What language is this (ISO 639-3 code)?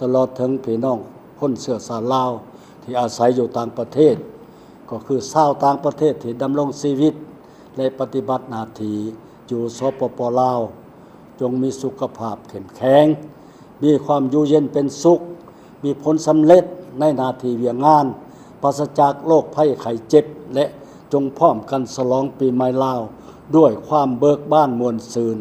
lao